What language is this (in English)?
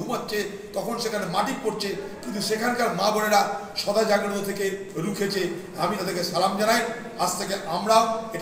Bangla